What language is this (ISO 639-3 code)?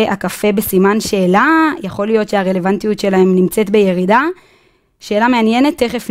heb